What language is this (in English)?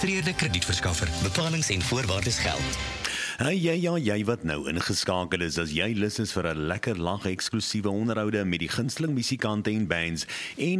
Afrikaans